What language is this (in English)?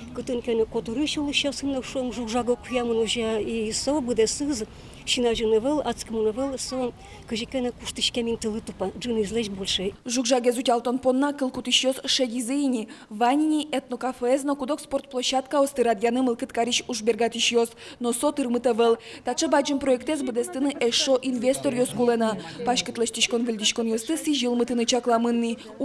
Udmurt